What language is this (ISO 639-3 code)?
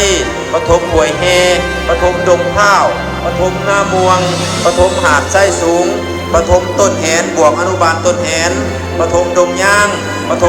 lao